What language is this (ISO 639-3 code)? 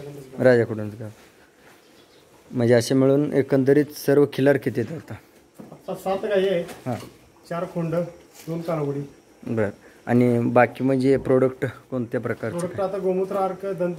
mar